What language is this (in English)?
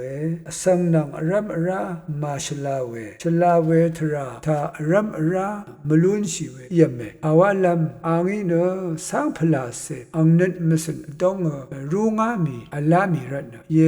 Rawang